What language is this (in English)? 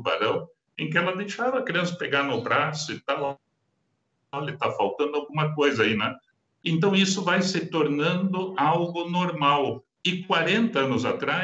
Portuguese